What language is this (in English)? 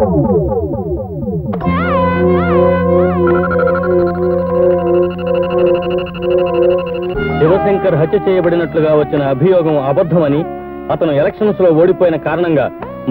Telugu